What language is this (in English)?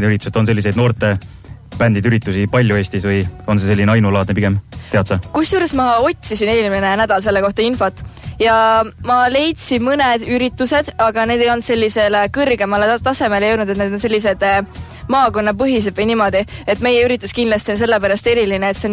Estonian